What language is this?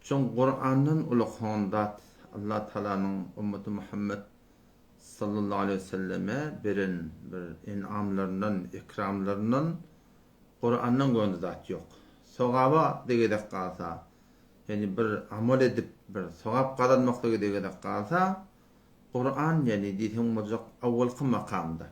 Turkmen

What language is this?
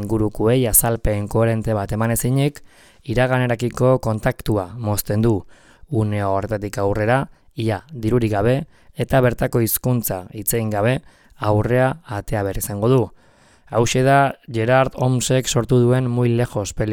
Basque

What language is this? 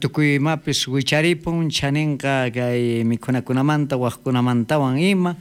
South Bolivian Quechua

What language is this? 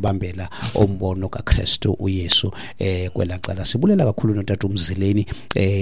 Xhosa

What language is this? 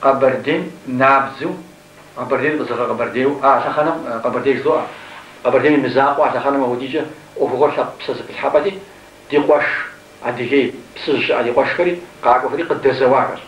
Kabardian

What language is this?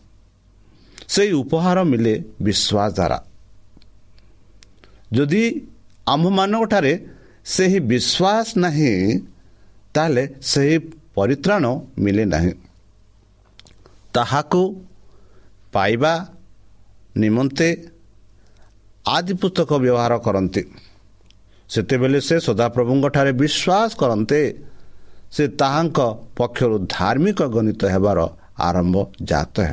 Odia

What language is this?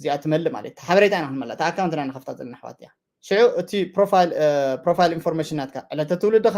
Tigrinya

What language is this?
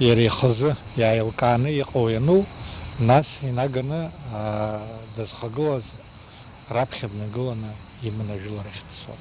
Abkhazian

